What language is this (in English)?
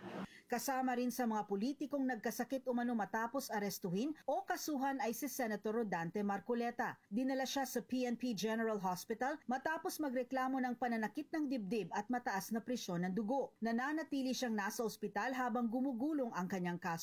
Filipino